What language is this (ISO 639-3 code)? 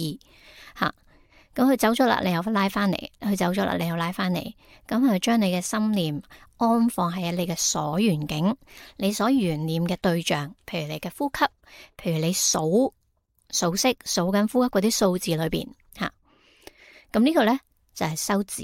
yue